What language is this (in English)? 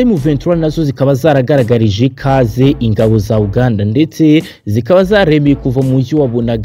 Kinyarwanda